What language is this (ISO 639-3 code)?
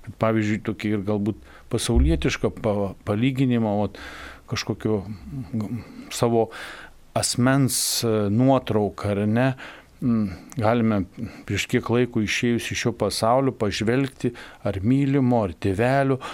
lit